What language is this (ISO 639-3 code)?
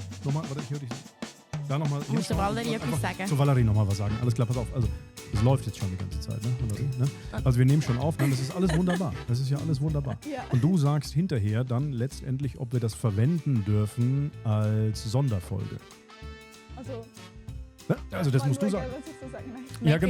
gsw